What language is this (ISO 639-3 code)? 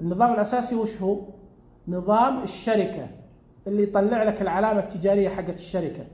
ars